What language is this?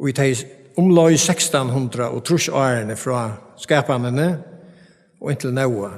Faroese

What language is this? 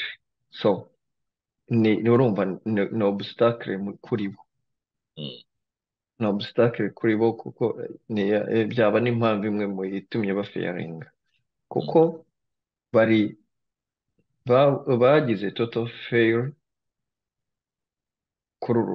Kinyarwanda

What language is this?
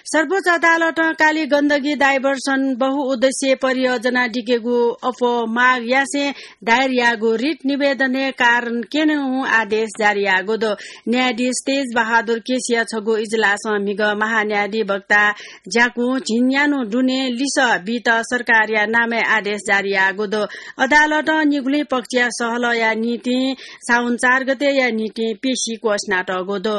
Newari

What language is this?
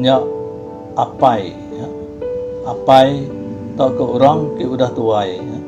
Iban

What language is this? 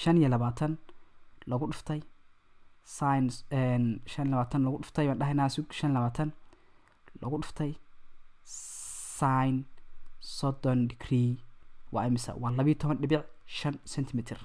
Somali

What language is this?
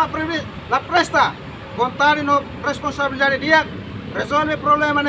Tetum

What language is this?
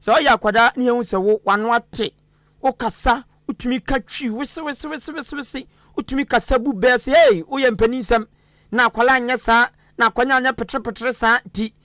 Akan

